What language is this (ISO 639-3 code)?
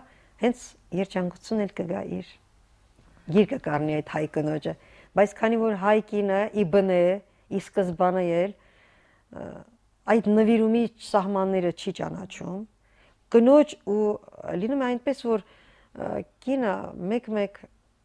hye